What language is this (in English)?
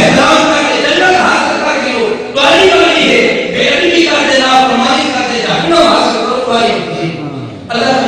Saraiki